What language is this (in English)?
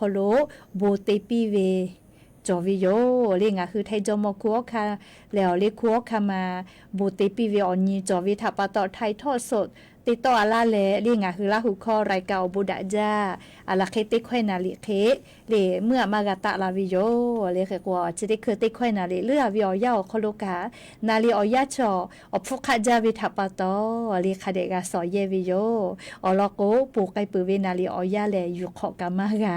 Lahu